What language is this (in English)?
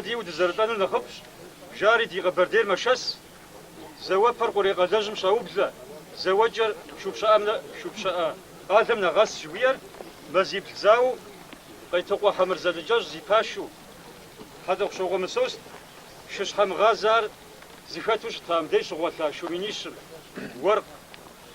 Kabardian